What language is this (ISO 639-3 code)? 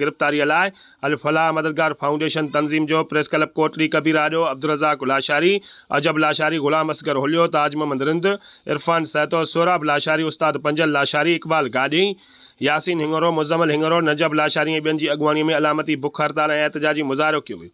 snd